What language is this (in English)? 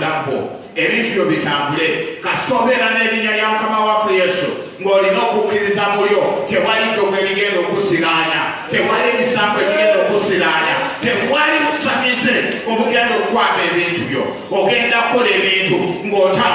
Ganda